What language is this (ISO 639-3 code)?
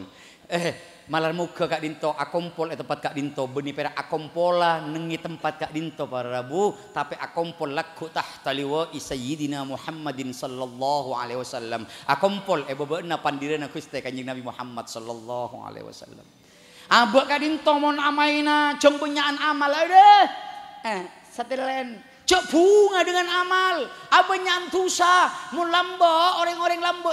mad